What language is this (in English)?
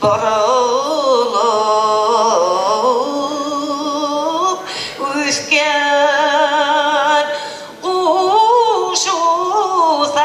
Bashkir